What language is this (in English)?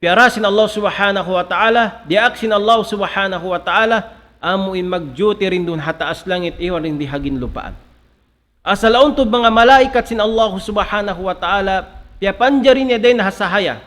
Tausug